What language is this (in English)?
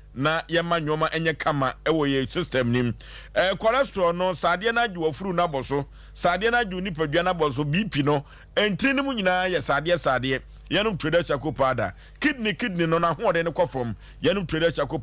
Akan